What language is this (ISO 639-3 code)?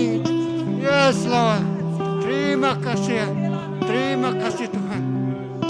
iba